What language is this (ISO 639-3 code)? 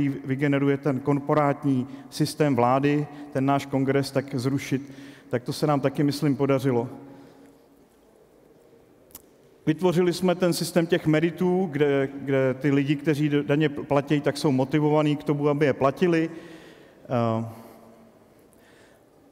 ces